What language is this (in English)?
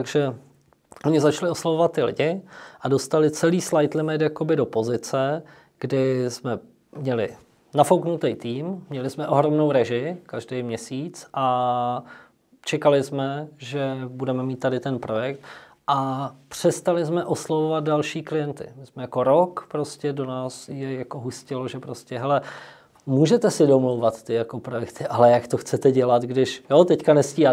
Czech